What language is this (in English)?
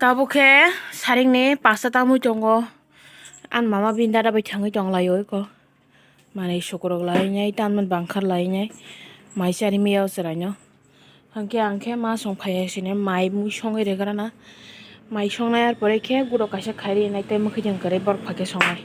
Kok Borok